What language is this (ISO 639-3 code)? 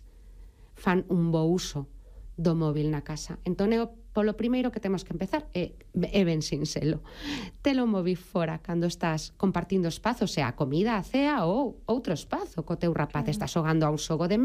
glg